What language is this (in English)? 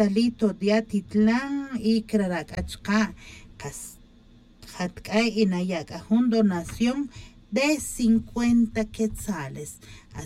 Tz'utujil